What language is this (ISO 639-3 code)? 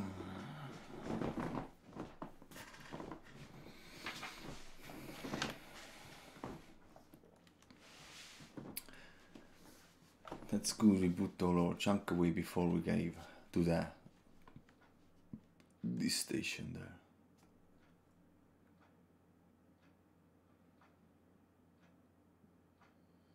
eng